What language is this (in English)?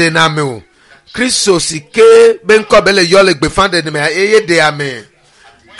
Ewe